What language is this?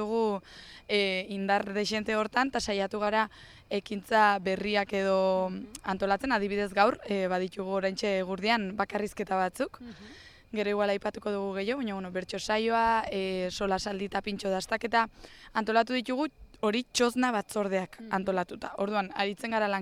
Basque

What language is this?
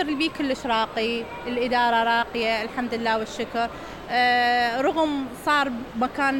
Mesopotamian Arabic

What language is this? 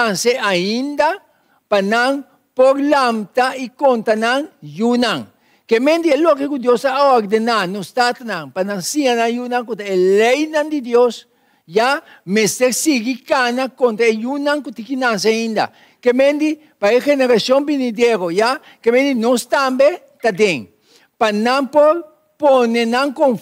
Papiamento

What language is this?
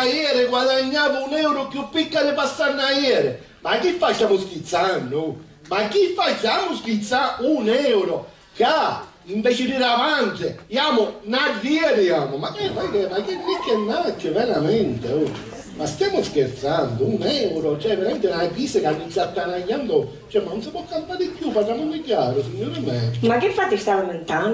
Sicilian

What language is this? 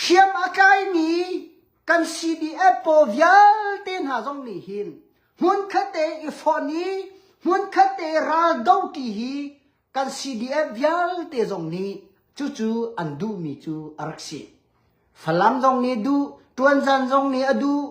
Hakha Chin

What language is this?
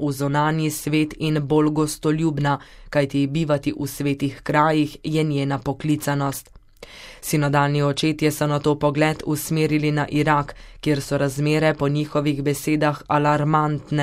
Slovenian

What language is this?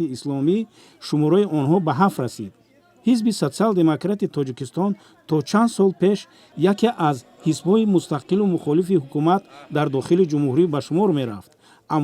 Tajik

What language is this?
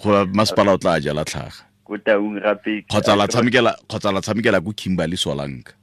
Tswana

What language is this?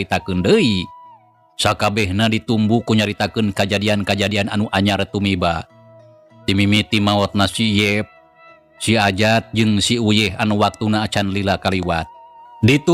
Sundanese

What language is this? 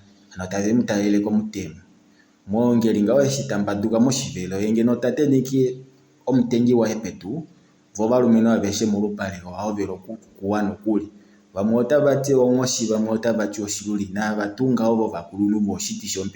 Kuanyama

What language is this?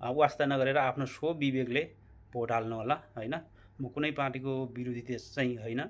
Nepali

